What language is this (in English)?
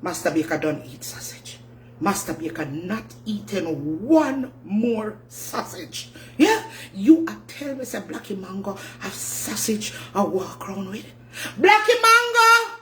Jamaican Creole English